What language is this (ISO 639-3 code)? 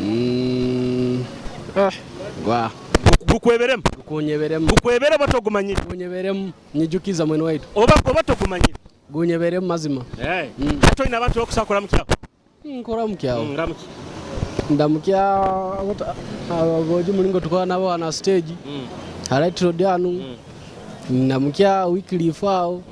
nyo